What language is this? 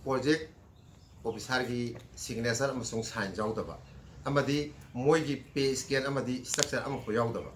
Manipuri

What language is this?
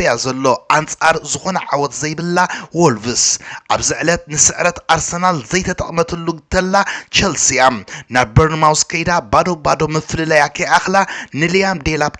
Tigrinya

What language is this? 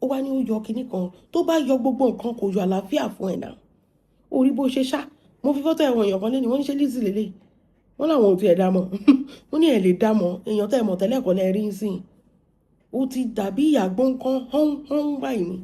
Yoruba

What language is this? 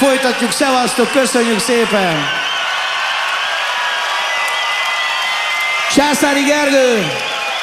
Hungarian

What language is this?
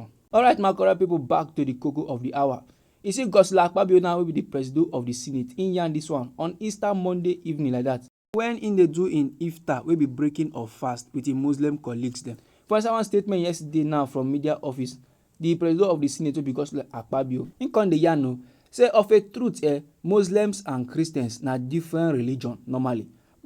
Nigerian Pidgin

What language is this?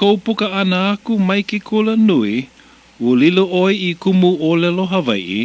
Hawaiian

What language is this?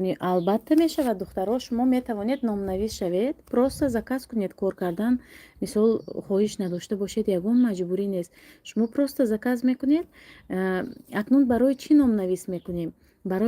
Tajik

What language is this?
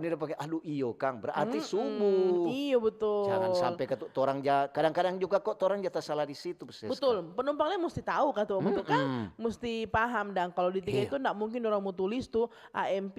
Manado Malay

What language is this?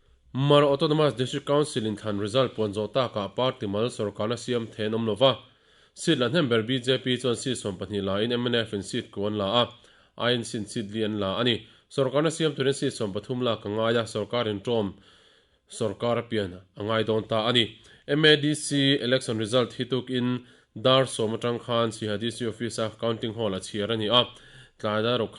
Mizo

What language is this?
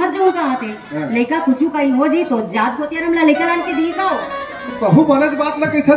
Chhattisgarhi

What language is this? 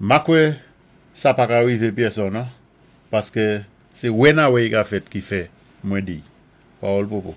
Saint Lucian Creole French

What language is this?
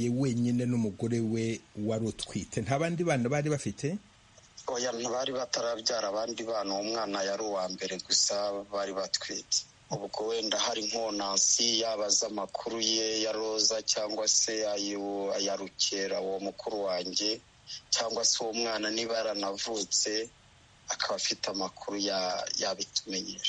Kinyarwanda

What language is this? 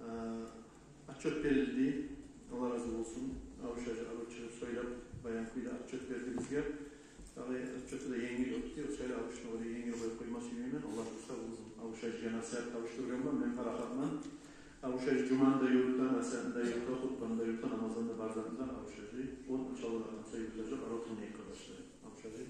Kumyk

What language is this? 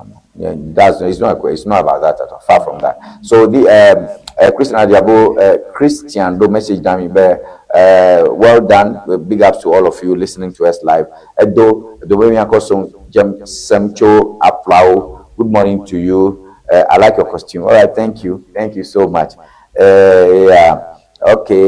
Ewe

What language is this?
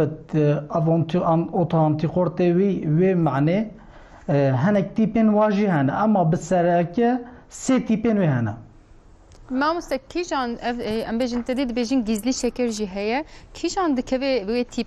Kurdish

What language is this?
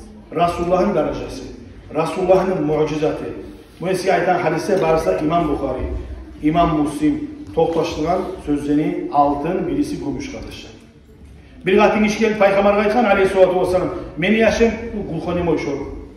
Kumyk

